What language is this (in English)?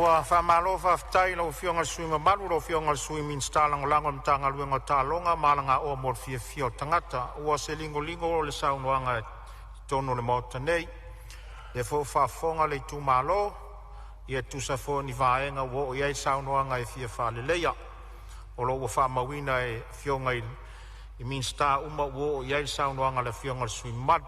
Samoan